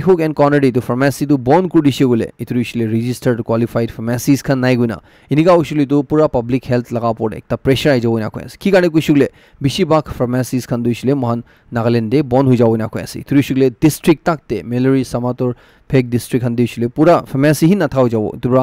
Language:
Naga Pidgin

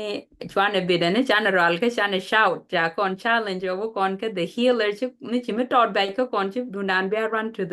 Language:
Nuer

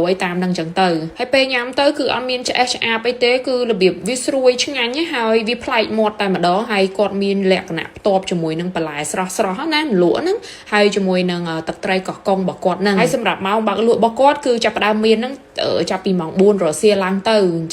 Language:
Khmer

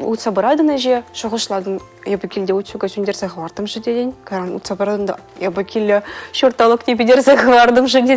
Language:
Chuvash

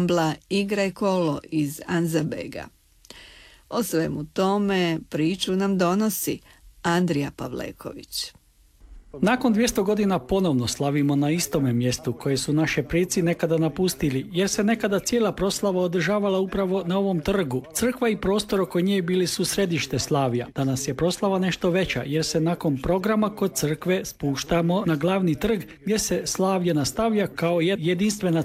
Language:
Croatian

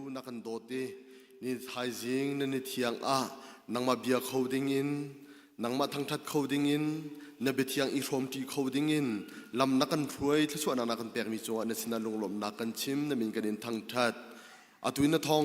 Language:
Hakha Chin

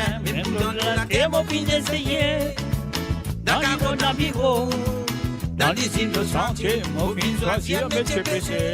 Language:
Morisyen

